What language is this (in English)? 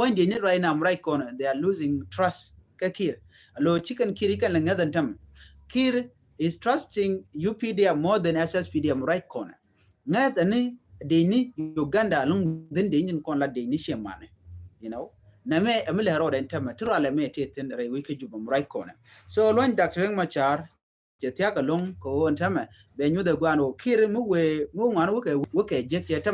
Nuer